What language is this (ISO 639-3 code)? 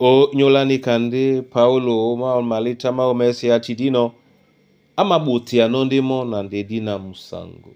dua